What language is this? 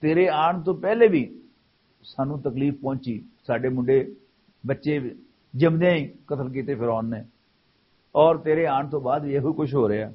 Western Panjabi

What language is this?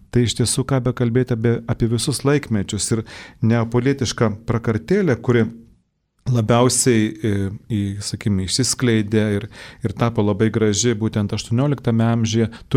Lithuanian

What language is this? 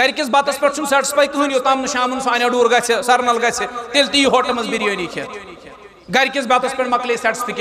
Kashmiri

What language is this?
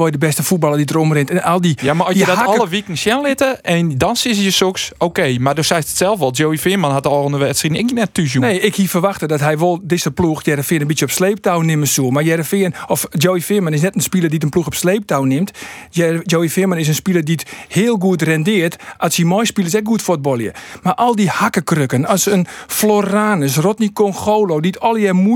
Western Frisian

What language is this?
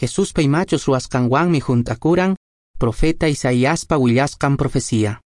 Quechua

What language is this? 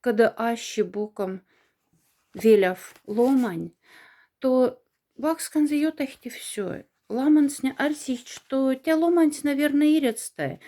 Moksha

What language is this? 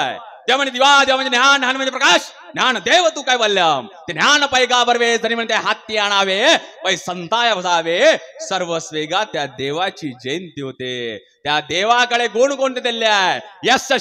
Marathi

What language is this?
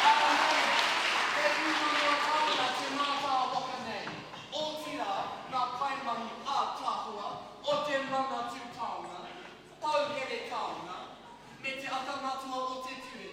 Māori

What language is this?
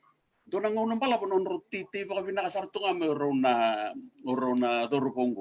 Fijian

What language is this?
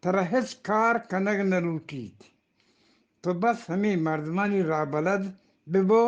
Eastern Balochi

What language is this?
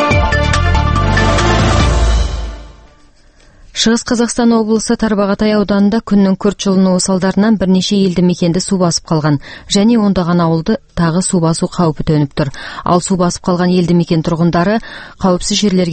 Kazakh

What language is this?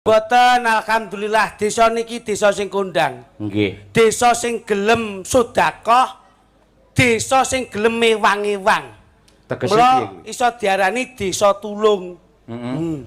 Javanese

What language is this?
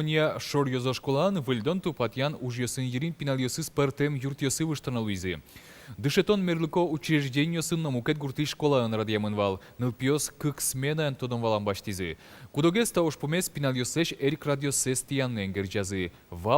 Udmurt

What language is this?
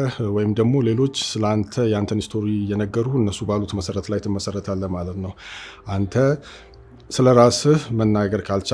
Amharic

